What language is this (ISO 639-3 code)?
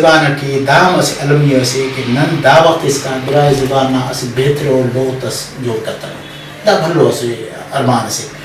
brh